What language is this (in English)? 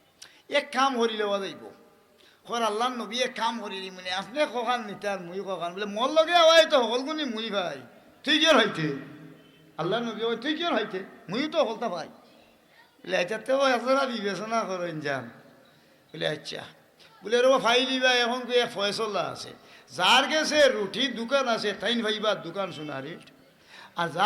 Sylheti